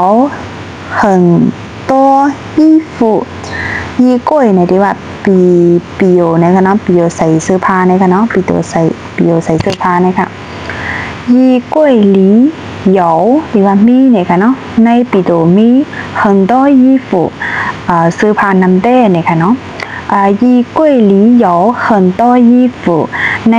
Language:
Shan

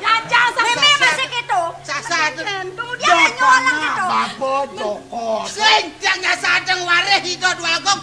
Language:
Balinese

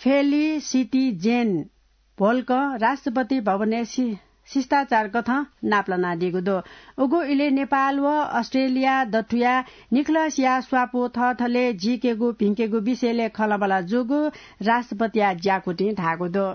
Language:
Newari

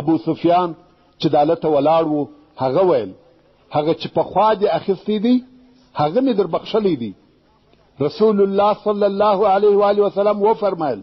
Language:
Pashto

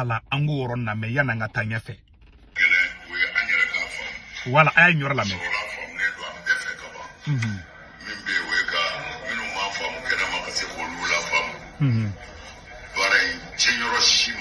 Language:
Bambara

